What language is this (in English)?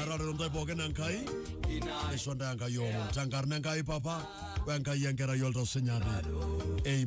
Masai